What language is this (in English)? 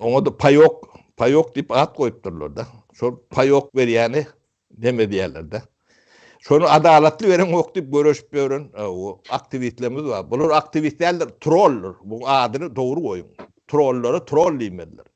Turkmen